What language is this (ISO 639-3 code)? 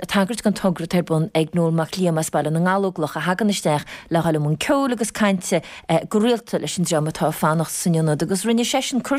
gle